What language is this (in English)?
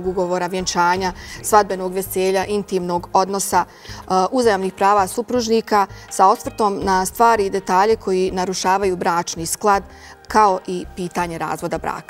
Bosnian